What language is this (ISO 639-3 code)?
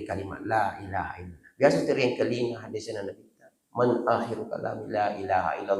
bug